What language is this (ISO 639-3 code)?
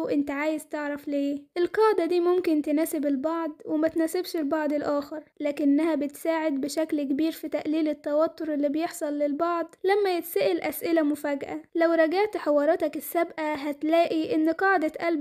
arz